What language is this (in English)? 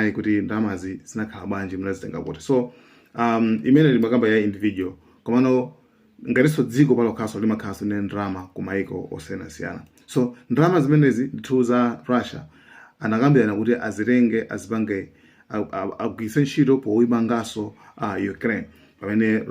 Nyanja